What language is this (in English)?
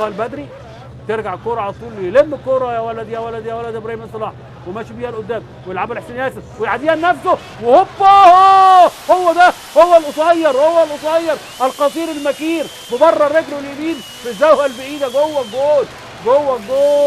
Egyptian Arabic